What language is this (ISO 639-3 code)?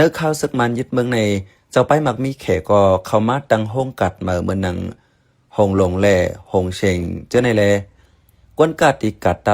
shn